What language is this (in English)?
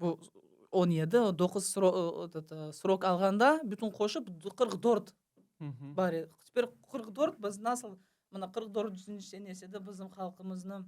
Crimean Tatar